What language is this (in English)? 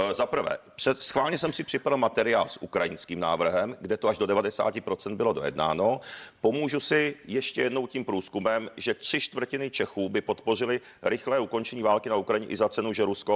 Czech